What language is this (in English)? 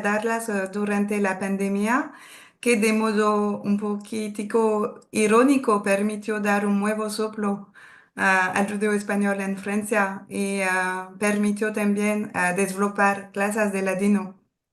Ladino